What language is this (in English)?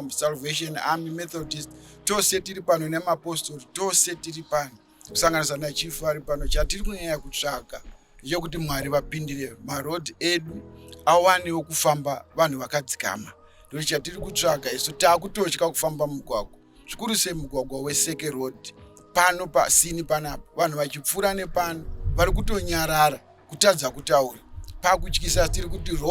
Shona